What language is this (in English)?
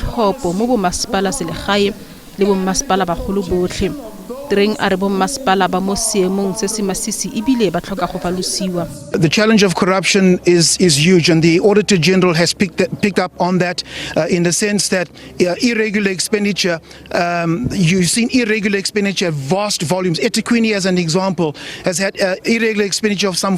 Tswana